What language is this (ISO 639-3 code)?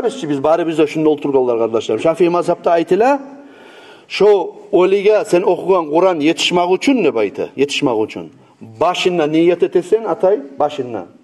kum